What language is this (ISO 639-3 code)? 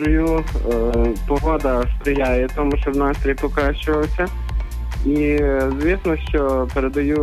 ukr